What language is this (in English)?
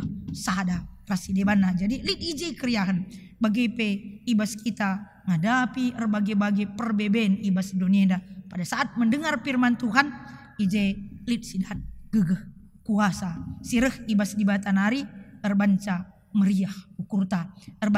Batak Karo